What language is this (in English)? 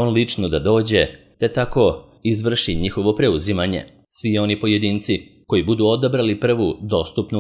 Serbian